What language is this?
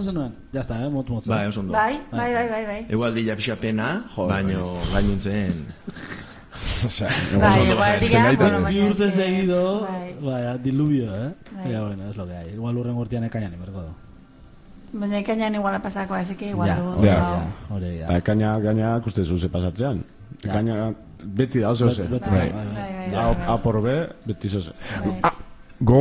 Basque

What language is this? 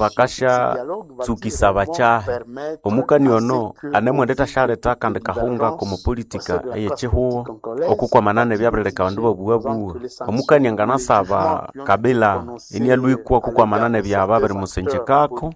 Nande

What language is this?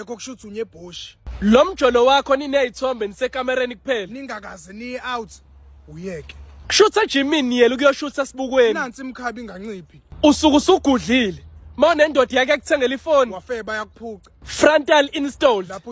Zulu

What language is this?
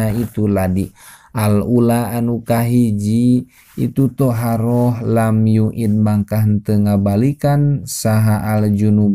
Sundanese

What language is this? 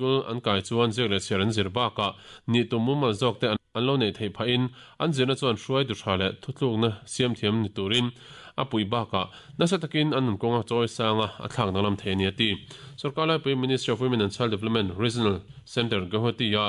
Mizo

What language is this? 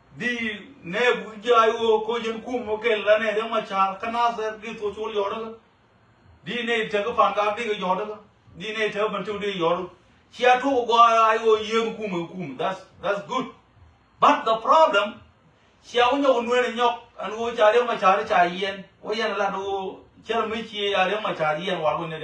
Nuer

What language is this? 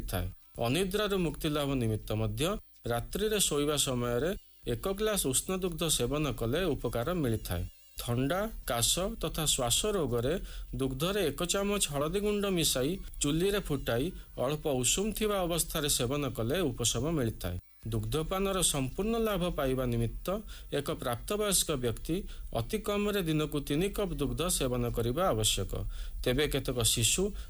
Odia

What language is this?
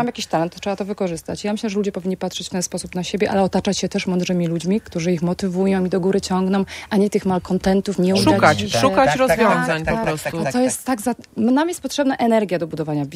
Polish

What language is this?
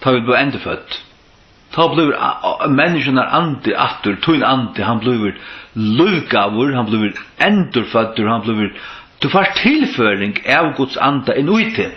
Faroese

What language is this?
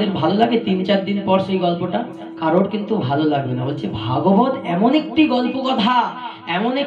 Bangla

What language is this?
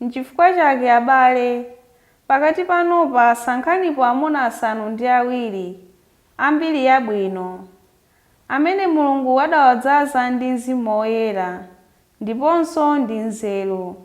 Nyanja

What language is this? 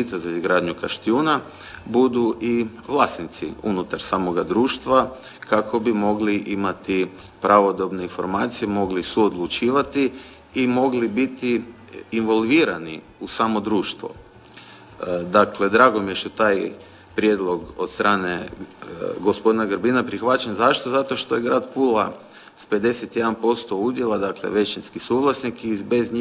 Croatian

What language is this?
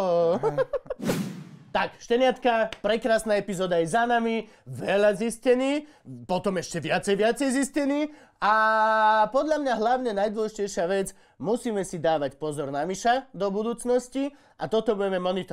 Slovak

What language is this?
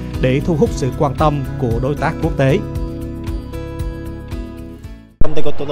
Vietnamese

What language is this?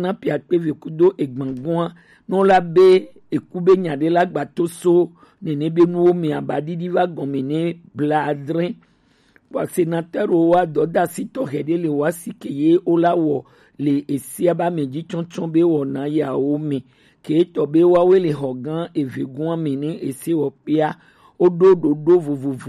Gen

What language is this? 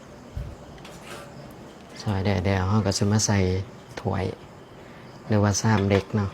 Lao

